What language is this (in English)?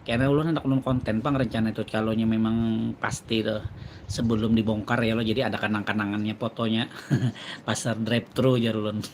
Banjar